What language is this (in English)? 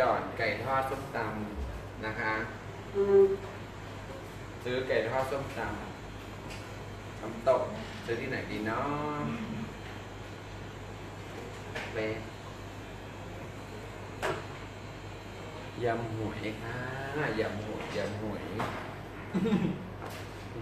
Thai